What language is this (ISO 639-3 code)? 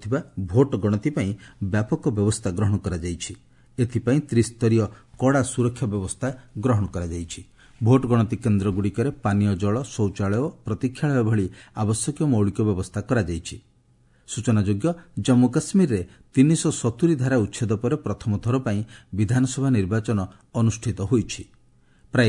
ori